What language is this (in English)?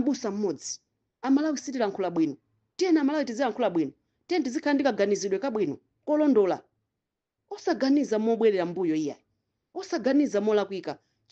Nyanja